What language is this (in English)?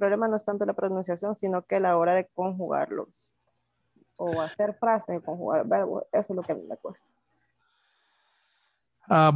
Spanish